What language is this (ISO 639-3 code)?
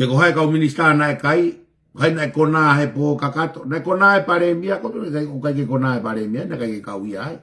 ton